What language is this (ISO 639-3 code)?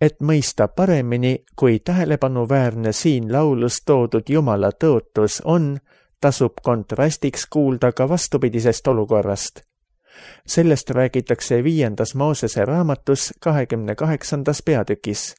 est